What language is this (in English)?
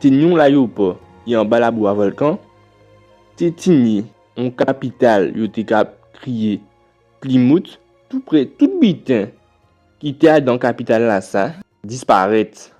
Guadeloupean Creole French